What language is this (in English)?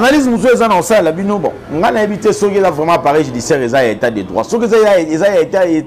Lingala